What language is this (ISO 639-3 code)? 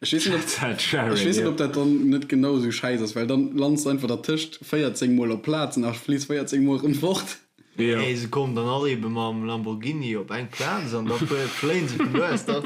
ltz